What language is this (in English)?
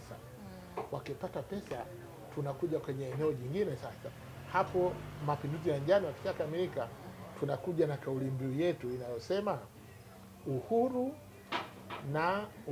Swahili